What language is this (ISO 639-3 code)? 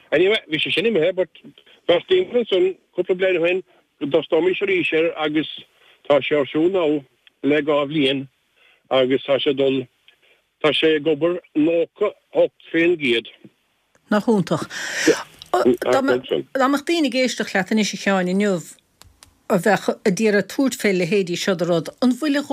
gle